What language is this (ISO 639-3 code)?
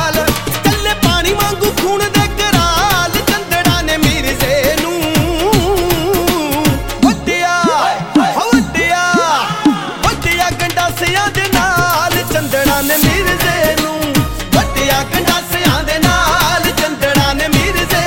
pan